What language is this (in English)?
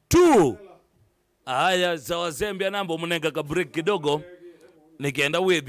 Kamba